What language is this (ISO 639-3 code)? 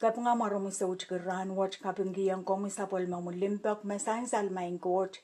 pon